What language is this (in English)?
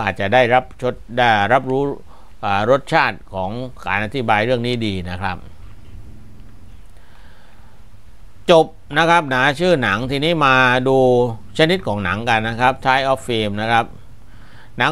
Thai